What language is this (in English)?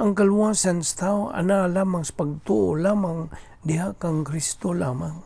Cebuano